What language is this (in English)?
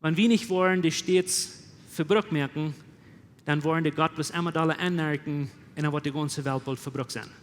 Plautdietsch